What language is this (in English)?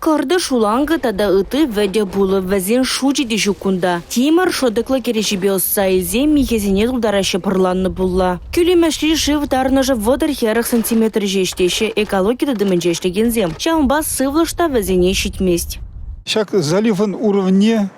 Chuvash